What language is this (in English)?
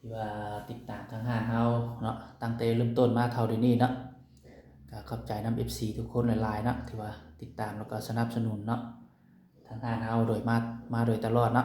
Lao